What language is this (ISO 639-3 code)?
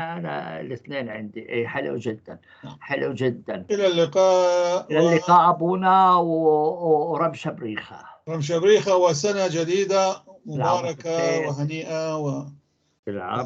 apc